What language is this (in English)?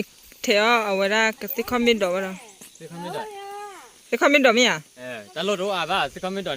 S'gaw Karen